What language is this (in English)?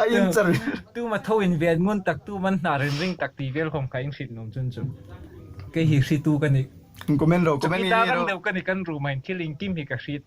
Hmar